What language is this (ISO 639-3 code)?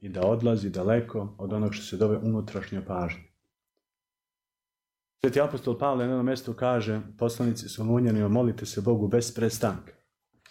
srp